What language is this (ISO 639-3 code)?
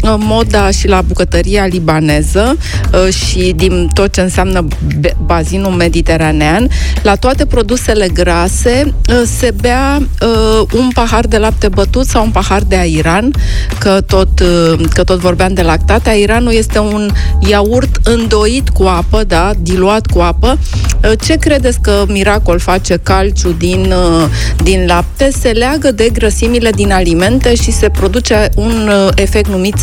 ron